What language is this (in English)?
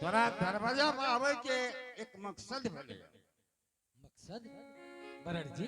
Angika